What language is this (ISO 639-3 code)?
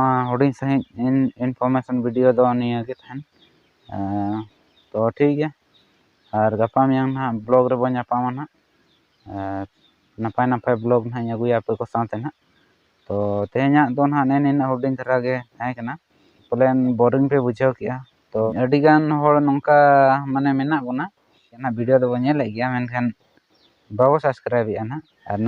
sat